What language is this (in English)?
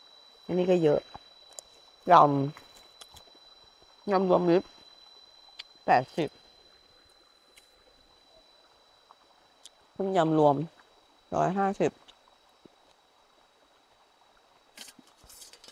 Thai